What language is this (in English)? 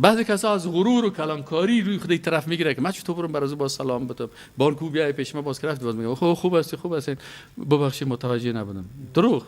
Persian